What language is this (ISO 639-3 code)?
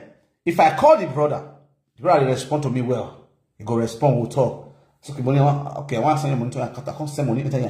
pcm